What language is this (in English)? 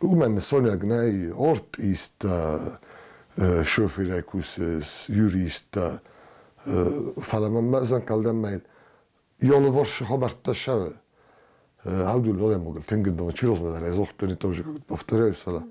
Ossetic